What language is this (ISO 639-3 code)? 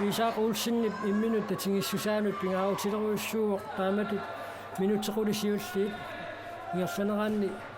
kal